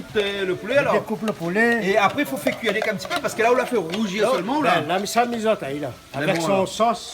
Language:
Réunion Creole French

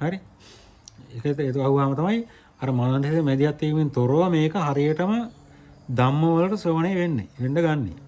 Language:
Sinhala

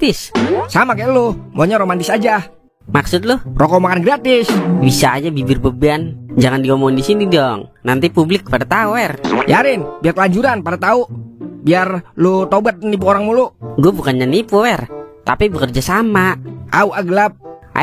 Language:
Betawi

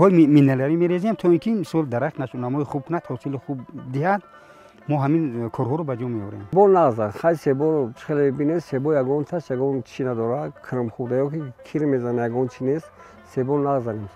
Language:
Tajik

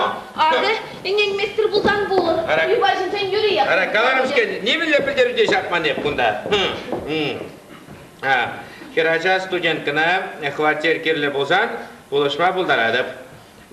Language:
Chuvash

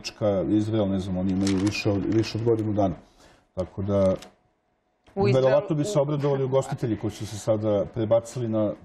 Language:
Serbian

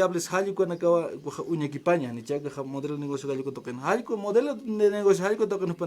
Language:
Aymara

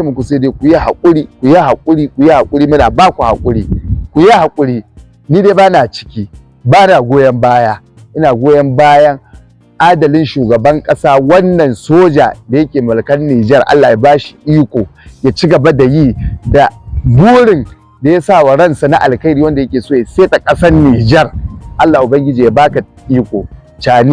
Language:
Hausa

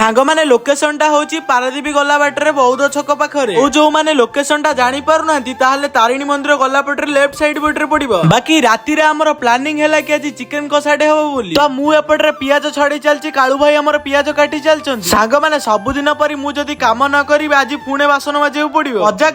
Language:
Odia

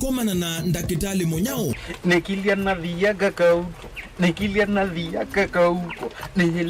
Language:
Kamba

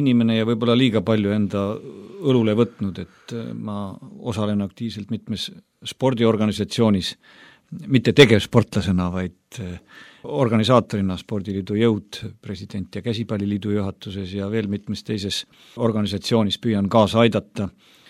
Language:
Estonian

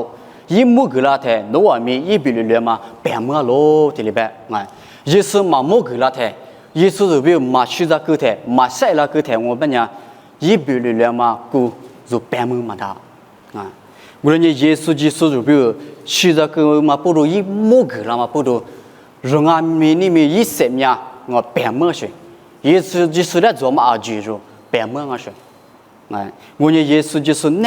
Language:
Lisu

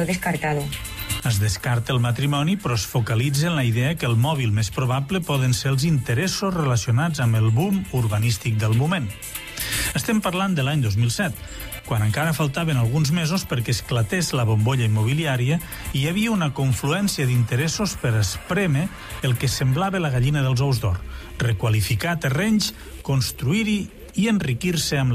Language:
Catalan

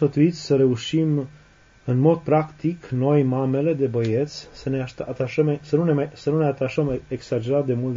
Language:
Romanian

